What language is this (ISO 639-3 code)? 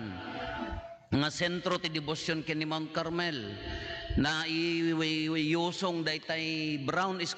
ilo